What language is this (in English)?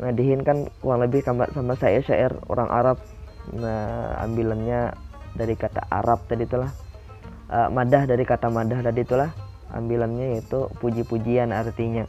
Banjar